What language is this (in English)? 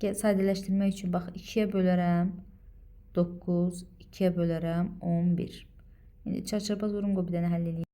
Azerbaijani